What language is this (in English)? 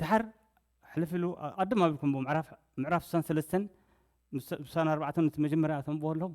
Tigrinya